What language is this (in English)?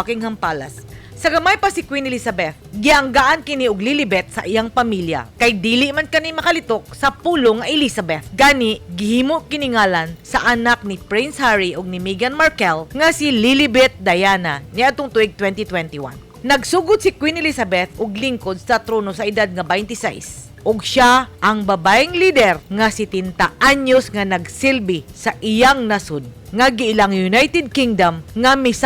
Cebuano